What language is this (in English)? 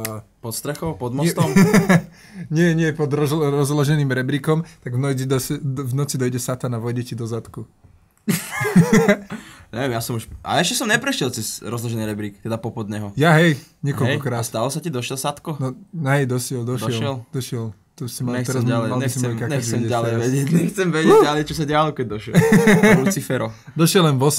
Slovak